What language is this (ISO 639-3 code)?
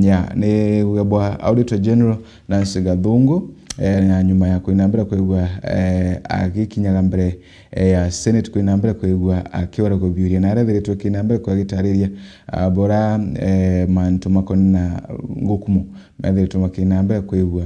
mer